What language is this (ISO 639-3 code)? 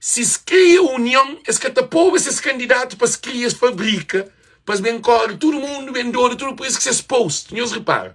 kea